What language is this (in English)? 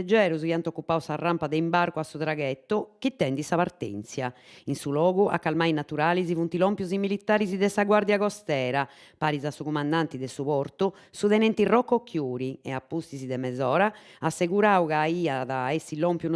Sardinian